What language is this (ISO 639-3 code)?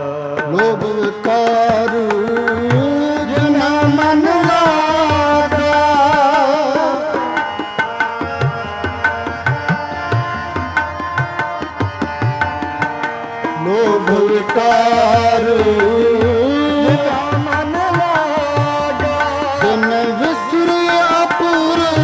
pan